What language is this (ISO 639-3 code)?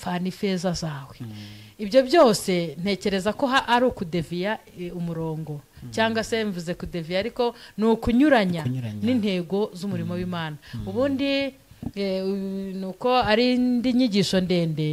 kin